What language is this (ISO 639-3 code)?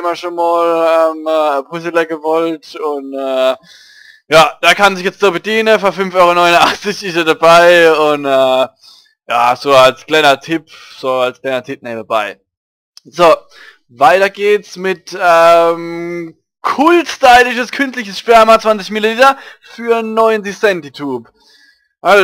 pfl